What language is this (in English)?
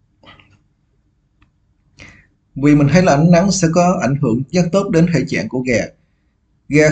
Vietnamese